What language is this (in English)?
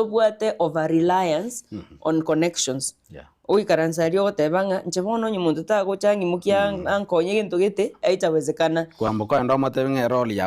Gusii